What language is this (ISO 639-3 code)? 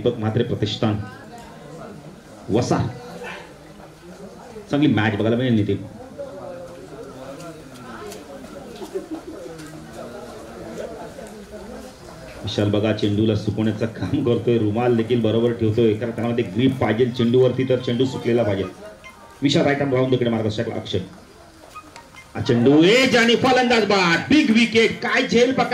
mar